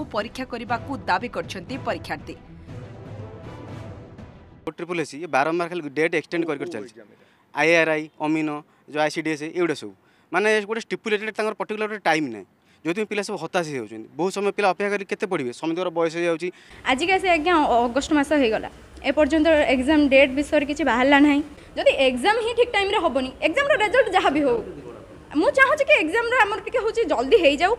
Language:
Odia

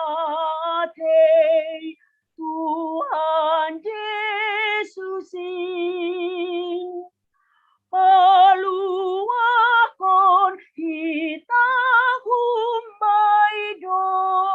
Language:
Batak Simalungun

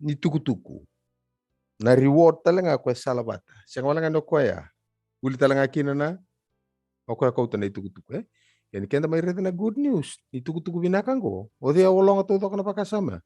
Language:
Fijian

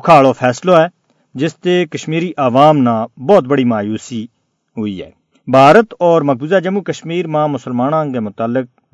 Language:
Gujari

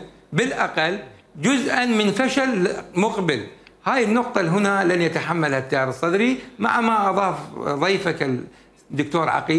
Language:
Mesopotamian Arabic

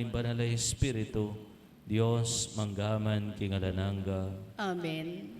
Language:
Pampanga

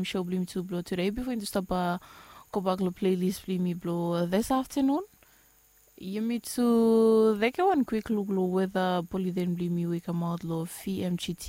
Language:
Bislama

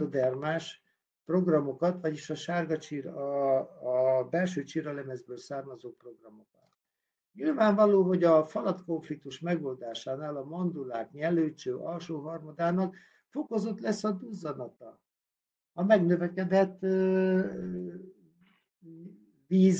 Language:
Hungarian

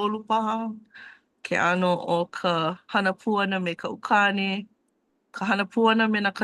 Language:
Hawaiian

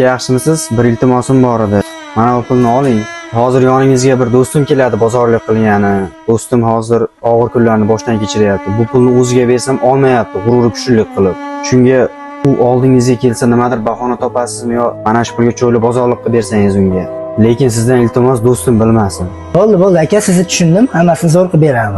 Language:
Uzbek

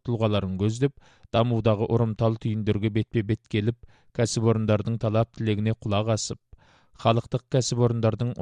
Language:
Kazakh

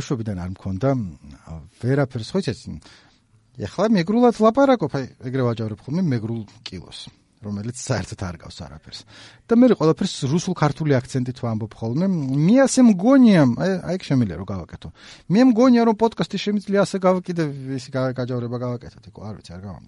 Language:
Georgian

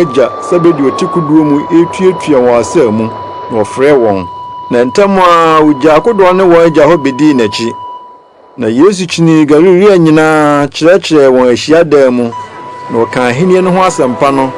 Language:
Akan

